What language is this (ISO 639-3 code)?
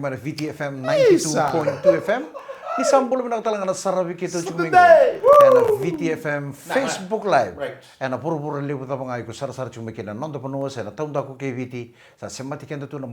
fij